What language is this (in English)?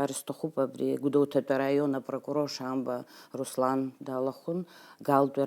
Abkhazian